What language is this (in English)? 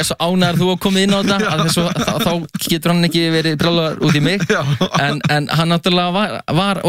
Icelandic